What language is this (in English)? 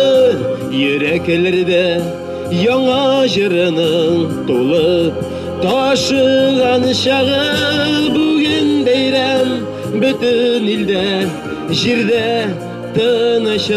Tatar